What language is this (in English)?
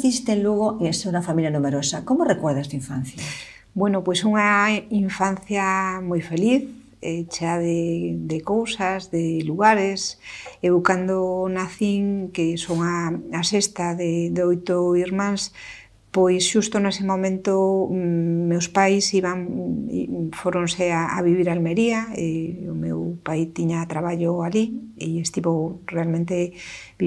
Galician